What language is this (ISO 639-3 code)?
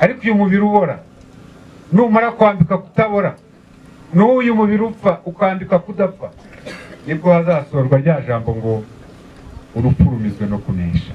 kin